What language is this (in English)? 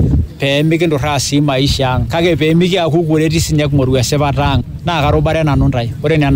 Masai